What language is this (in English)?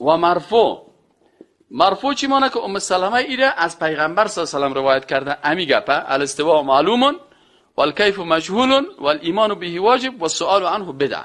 Persian